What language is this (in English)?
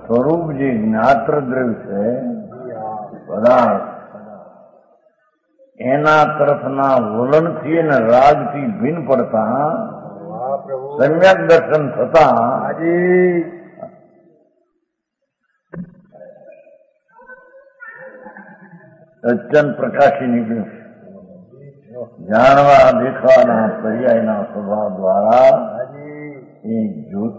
Gujarati